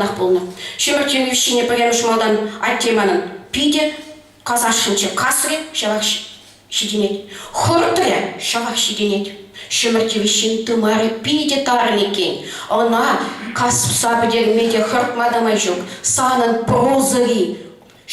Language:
Chuvash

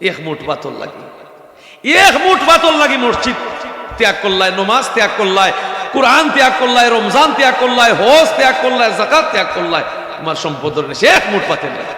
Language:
Sylheti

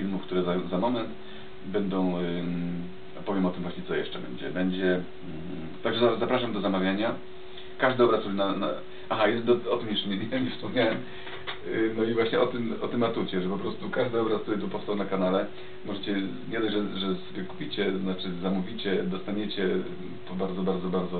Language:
Polish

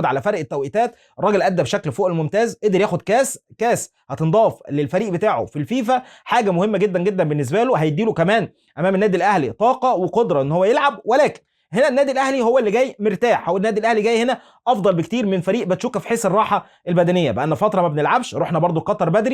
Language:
Egyptian Arabic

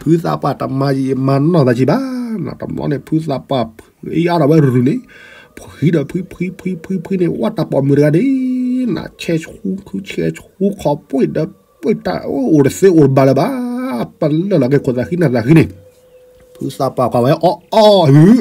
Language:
S'gaw Karen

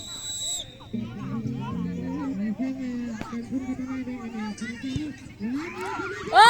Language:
Lao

